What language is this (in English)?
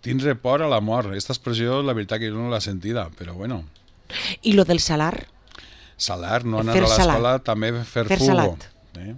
Catalan